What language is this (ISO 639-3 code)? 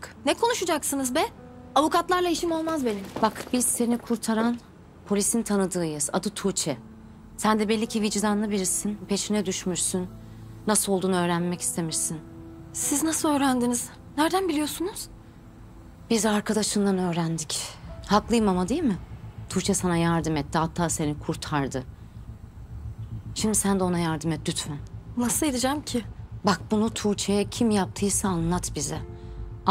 tur